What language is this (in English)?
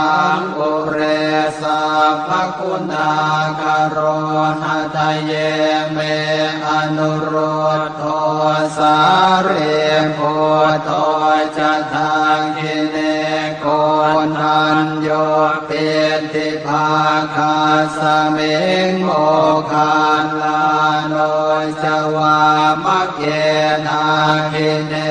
Pali